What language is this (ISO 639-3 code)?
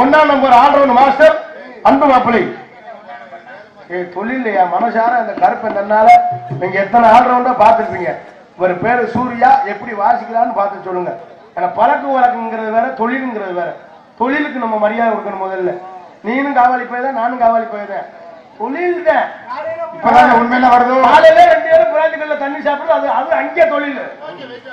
tam